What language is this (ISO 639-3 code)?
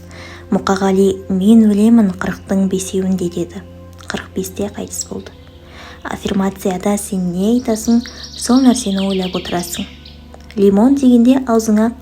kaz